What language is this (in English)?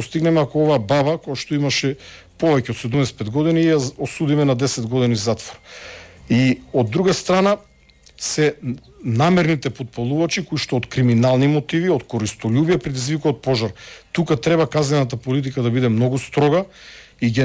Macedonian